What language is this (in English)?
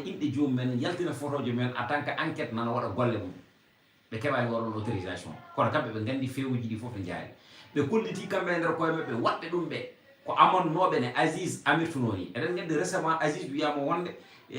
Fula